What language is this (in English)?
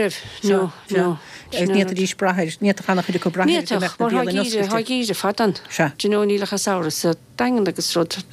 Irish